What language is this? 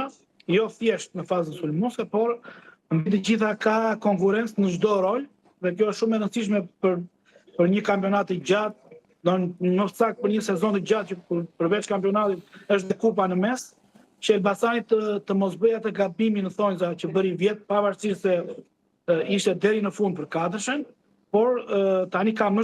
Albanian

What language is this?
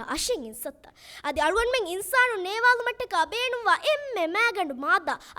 Divehi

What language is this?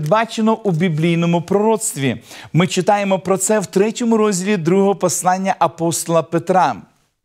Ukrainian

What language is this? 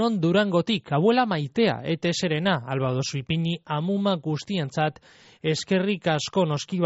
Basque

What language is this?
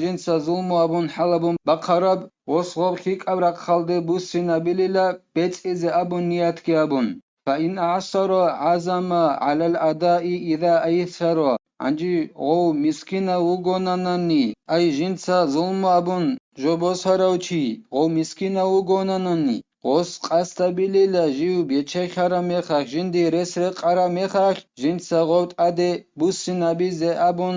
Avaric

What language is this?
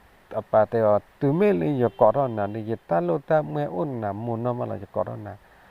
S'gaw Karen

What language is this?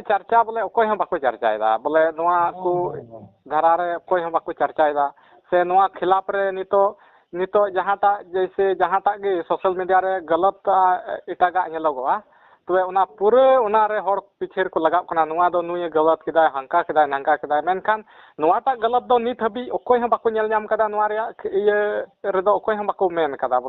Santali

